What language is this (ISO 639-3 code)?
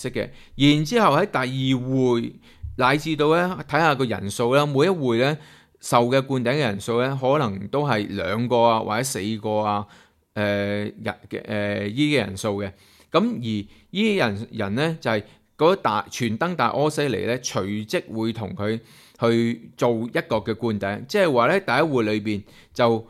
yue